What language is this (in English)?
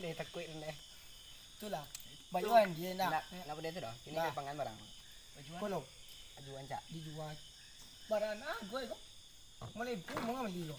Minangkabau